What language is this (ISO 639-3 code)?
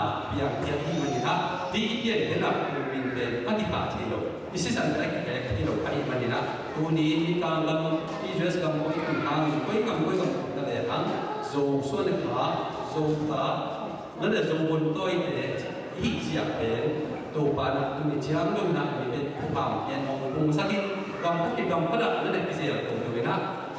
ctd